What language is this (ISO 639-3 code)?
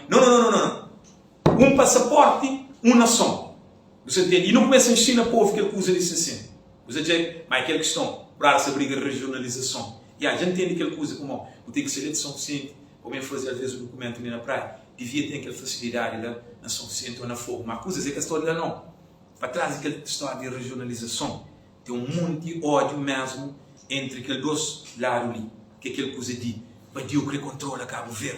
kea